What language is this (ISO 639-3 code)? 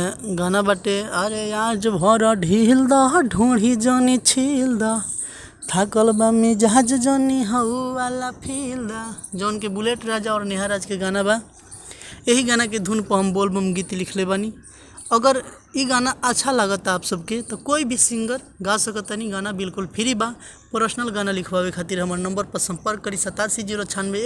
bho